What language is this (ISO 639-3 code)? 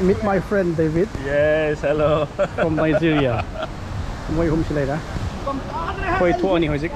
mni